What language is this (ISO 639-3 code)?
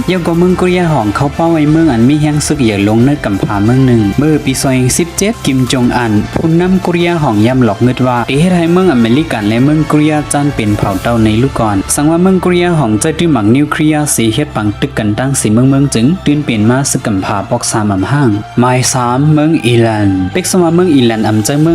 shn